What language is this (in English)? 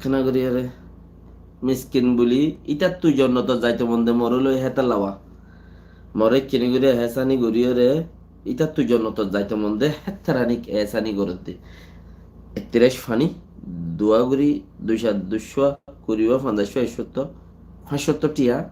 Rohingya